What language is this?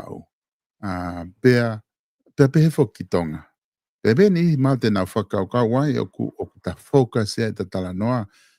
Tongan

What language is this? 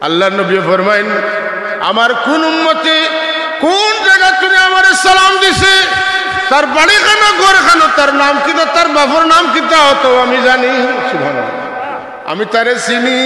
Sylheti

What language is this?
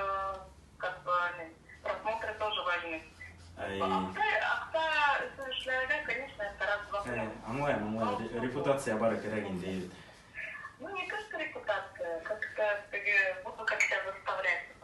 Bashkir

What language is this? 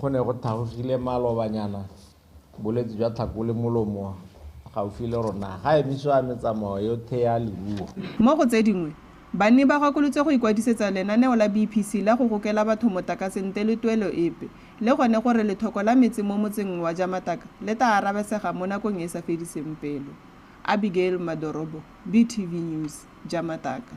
Tswana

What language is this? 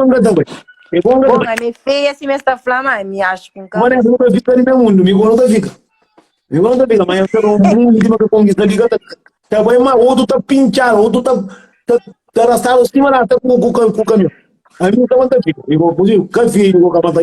Kabuverdianu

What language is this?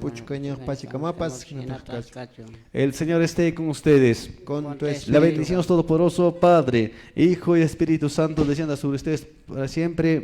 Quechua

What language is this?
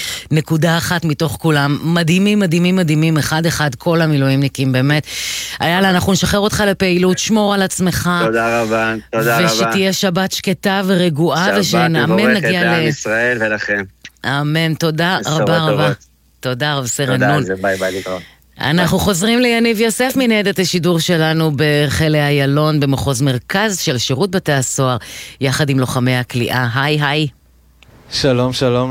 Hebrew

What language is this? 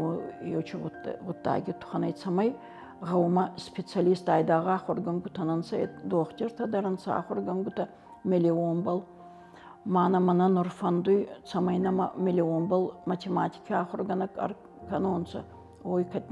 Ossetic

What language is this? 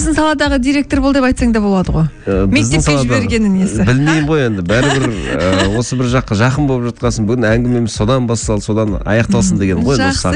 Kazakh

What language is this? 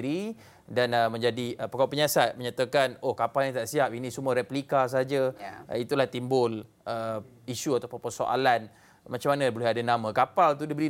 Malay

